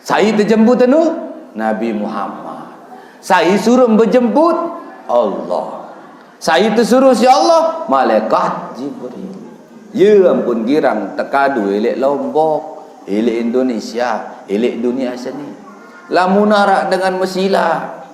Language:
Sasak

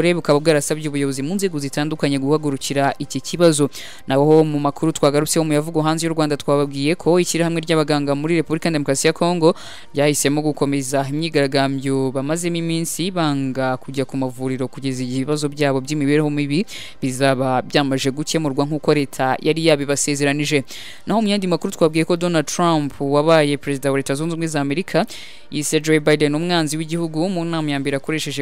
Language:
Kinyarwanda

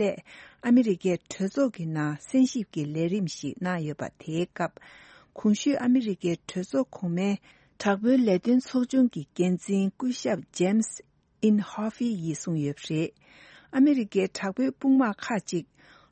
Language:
Tibetan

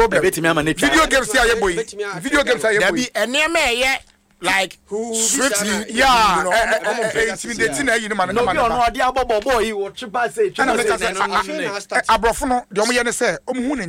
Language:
Akan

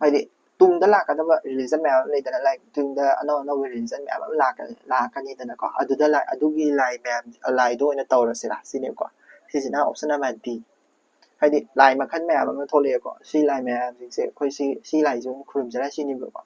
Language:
Manipuri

